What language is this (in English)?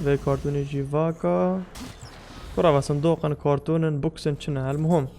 Kurdish